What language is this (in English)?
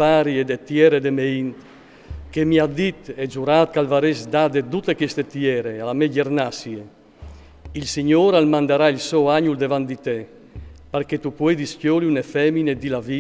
Friulian